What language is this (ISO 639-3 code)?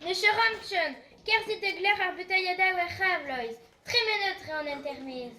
bre